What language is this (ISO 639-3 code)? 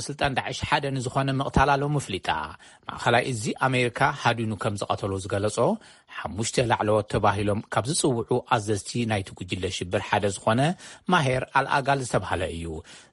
tir